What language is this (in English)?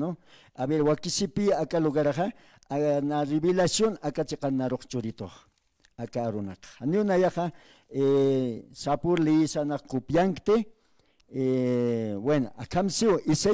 Aymara